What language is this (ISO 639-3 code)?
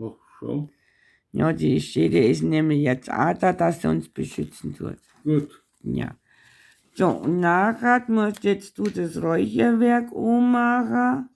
bar